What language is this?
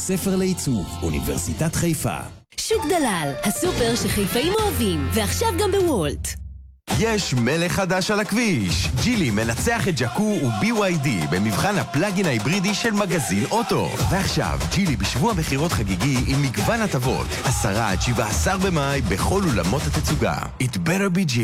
Hebrew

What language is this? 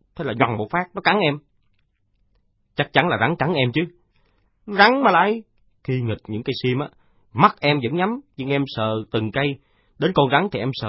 Vietnamese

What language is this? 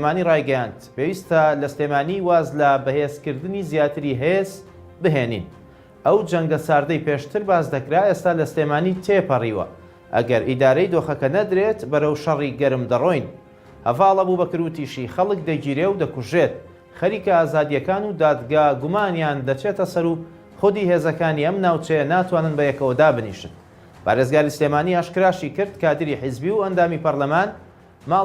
Central Kurdish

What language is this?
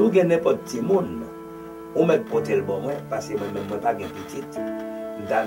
Haitian Creole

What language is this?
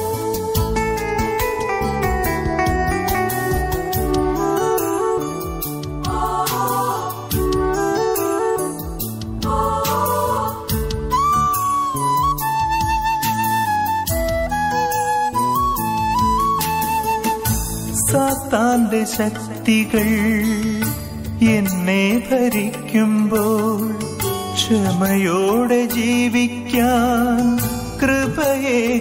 Malayalam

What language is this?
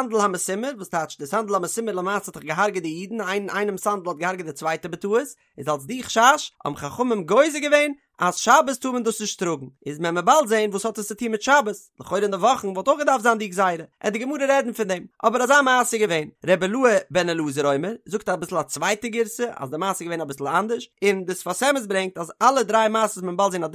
Yiddish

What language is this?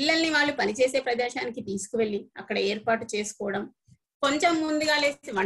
Telugu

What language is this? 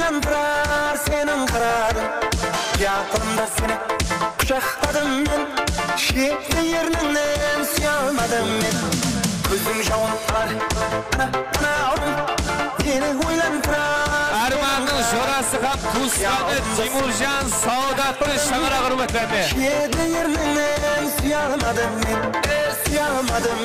Kara-Kalpak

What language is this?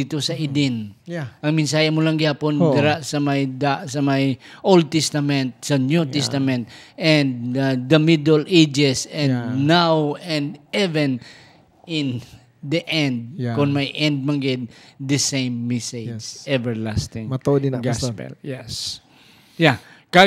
Hiligaynon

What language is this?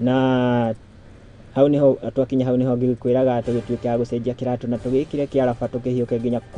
Kikuyu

